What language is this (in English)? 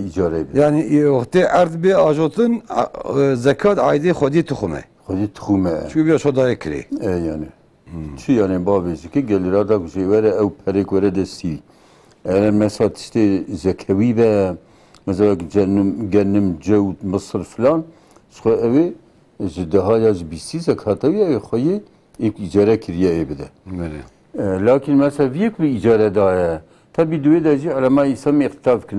Kurdish